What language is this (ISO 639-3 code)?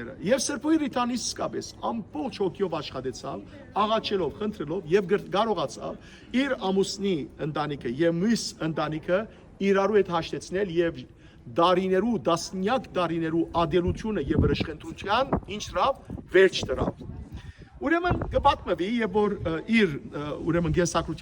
hyw